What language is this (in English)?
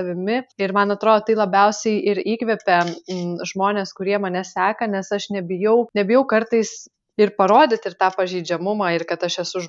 Lithuanian